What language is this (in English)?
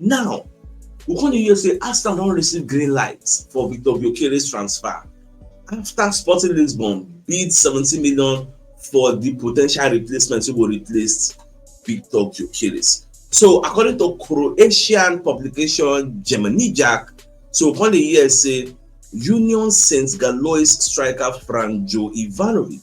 Nigerian Pidgin